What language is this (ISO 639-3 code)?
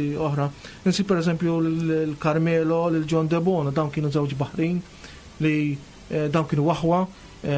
mlt